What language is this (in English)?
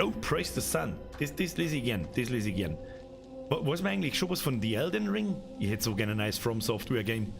Bavarian